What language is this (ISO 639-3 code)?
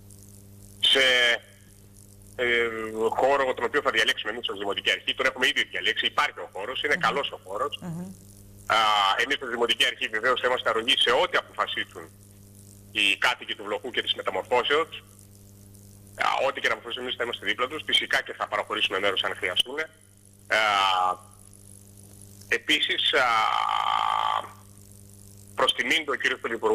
ell